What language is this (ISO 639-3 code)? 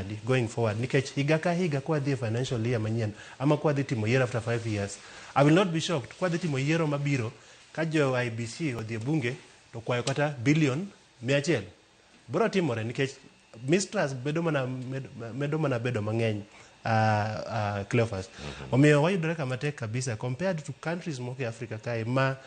luo